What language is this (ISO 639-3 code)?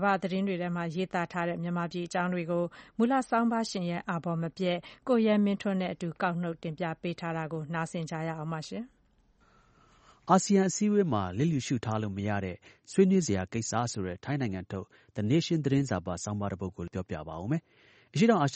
mya